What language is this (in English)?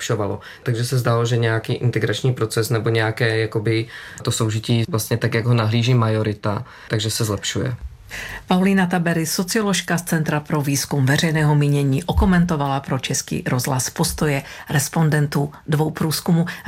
Czech